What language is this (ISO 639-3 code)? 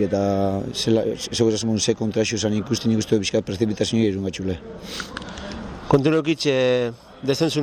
eus